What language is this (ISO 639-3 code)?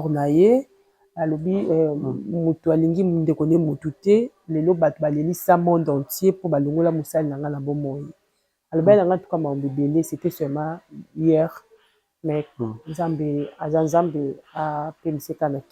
lin